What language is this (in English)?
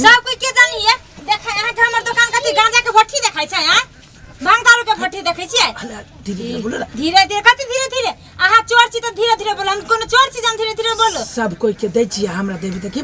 Maithili